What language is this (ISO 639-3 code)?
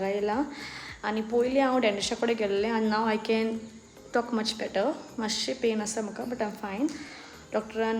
kok